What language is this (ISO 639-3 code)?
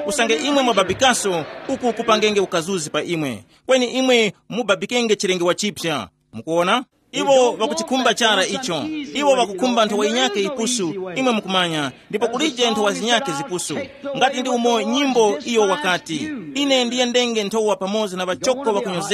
tum